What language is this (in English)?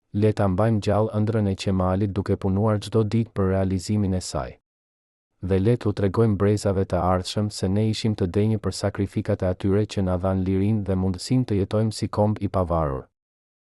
Albanian